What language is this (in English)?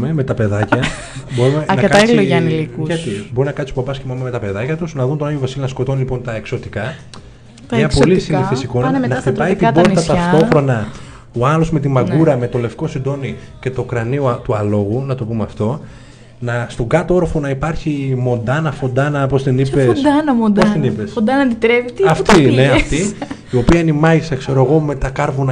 Greek